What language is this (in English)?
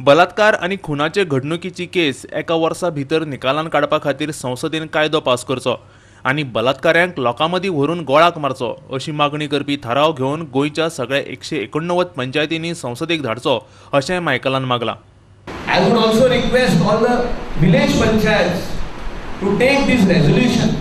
Konkani